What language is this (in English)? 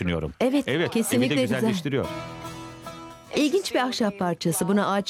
Turkish